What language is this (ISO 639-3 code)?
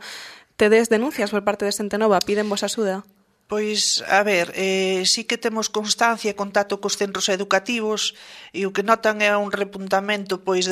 glg